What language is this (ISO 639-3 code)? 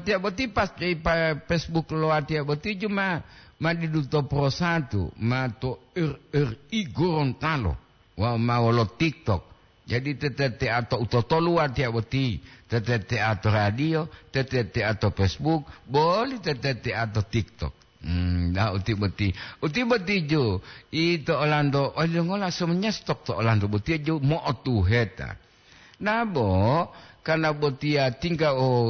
gor